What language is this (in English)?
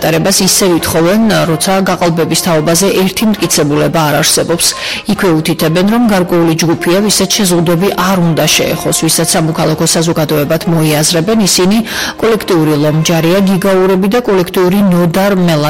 Georgian